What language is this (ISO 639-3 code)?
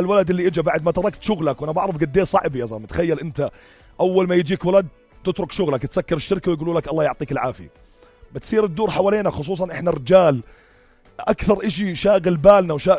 apc